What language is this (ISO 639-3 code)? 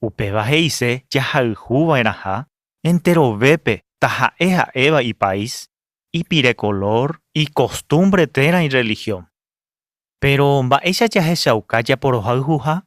grn